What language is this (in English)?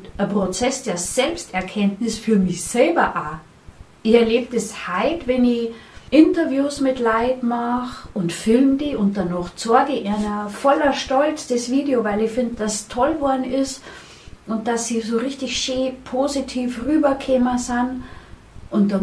Bavarian